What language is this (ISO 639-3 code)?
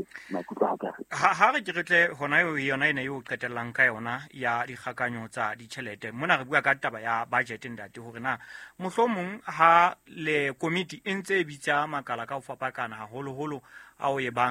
sot